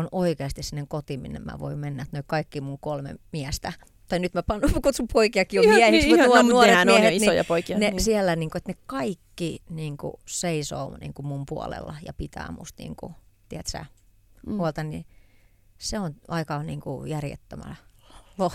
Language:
Finnish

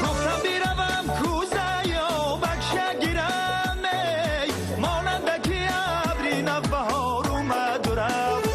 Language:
Tajik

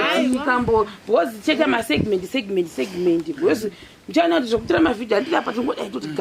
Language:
Shona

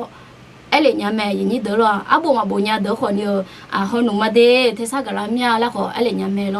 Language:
Akha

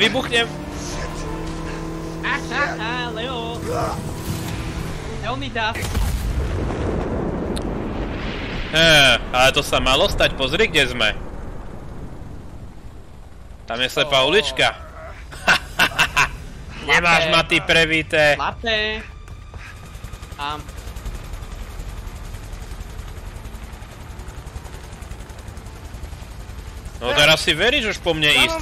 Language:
Slovak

